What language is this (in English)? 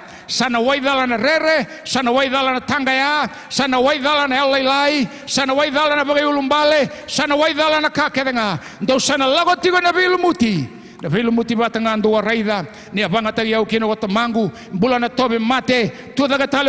Fijian